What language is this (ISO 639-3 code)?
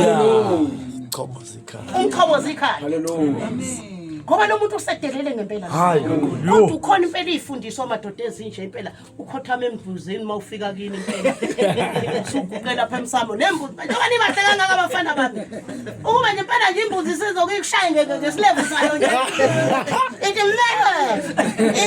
zul